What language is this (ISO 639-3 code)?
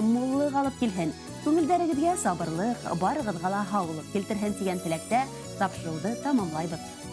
bak